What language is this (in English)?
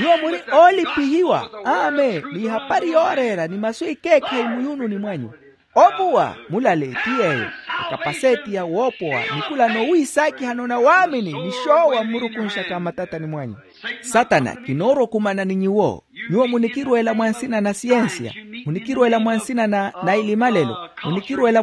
Makhuwa